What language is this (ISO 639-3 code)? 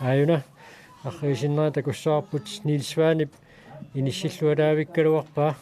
kal